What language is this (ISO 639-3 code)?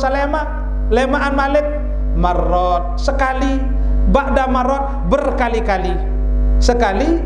sas